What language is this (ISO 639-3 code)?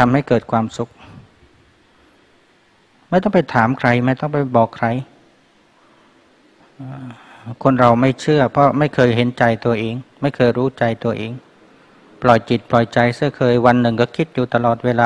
tha